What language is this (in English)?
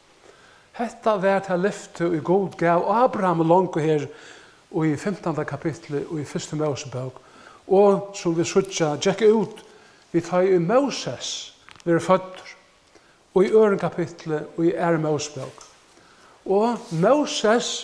Faroese